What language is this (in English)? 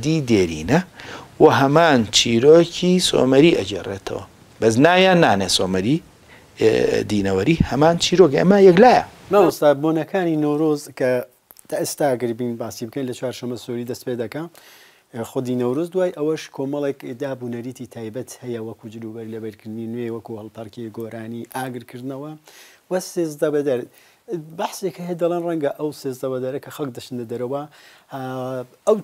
Central Kurdish